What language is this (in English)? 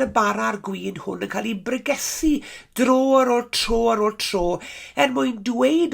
Welsh